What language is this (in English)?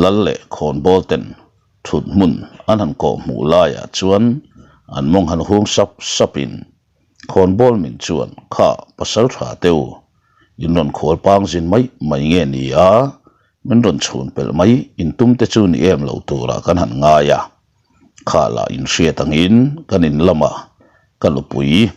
Mizo